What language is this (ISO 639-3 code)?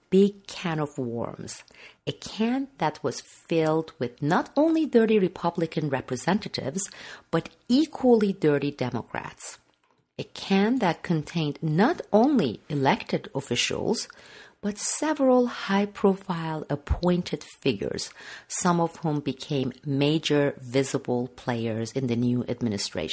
eng